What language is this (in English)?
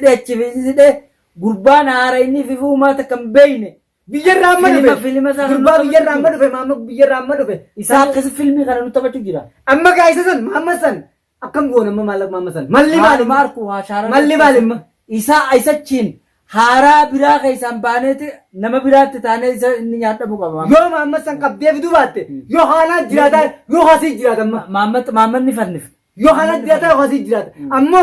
Oromo